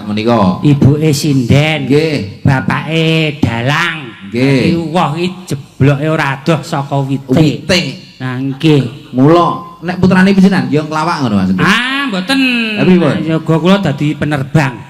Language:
Javanese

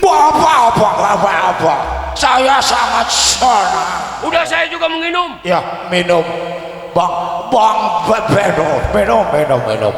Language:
Betawi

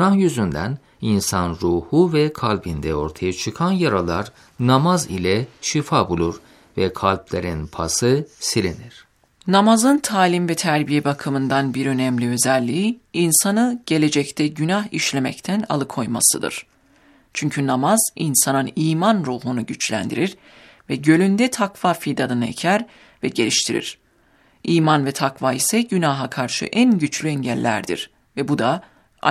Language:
Turkish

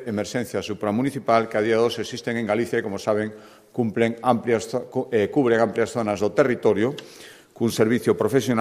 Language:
Galician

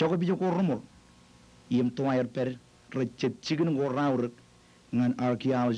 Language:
Marshallese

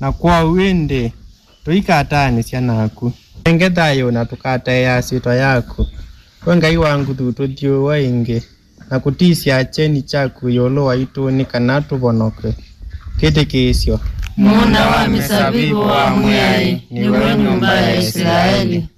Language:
Kamba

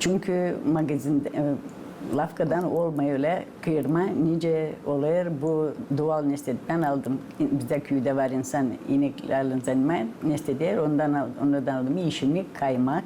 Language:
Gagauz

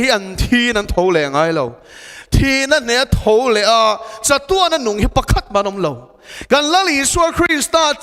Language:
Mizo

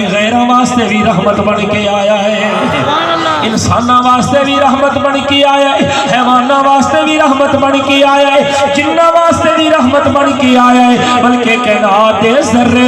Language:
Saraiki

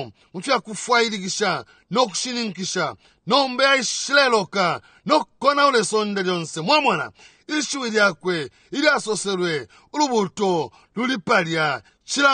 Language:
Bemba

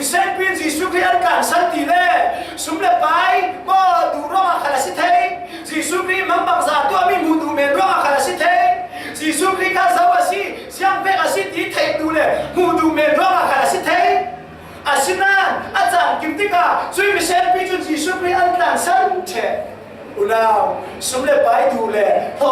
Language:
Falam Chin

